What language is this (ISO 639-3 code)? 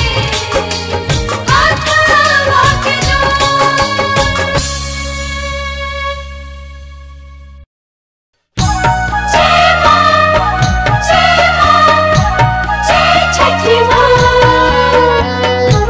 bho